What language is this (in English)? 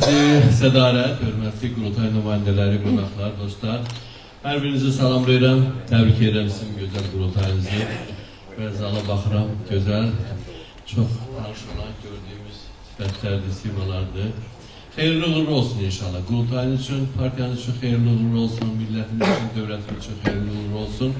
Azerbaijani